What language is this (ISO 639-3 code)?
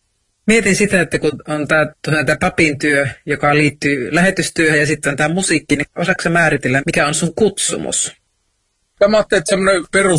fin